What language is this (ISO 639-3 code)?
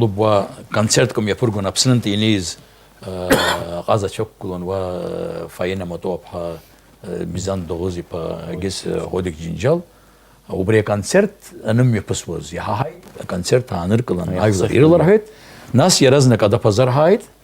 abk